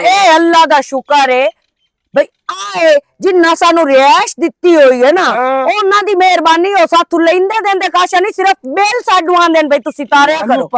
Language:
Western Panjabi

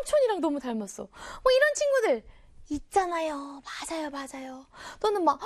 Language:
Korean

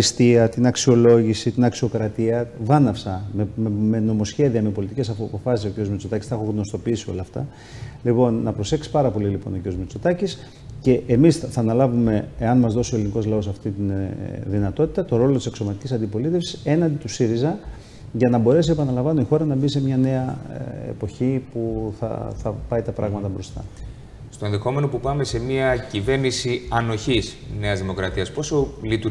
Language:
Greek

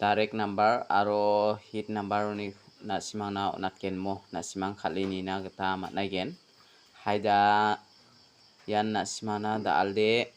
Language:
Garo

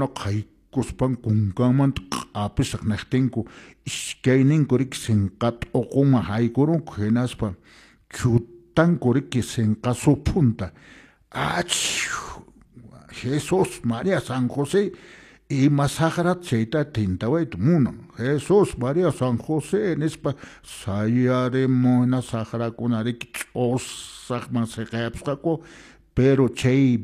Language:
Quechua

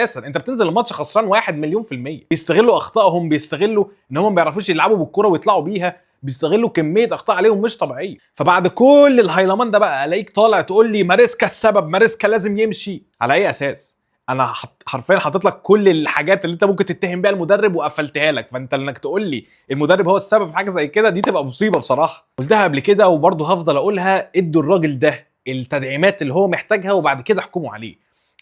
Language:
Egyptian Arabic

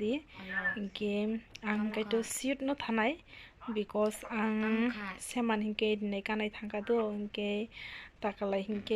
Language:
Kok Borok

